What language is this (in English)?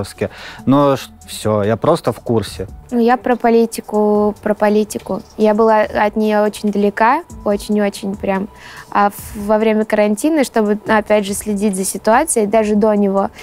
Russian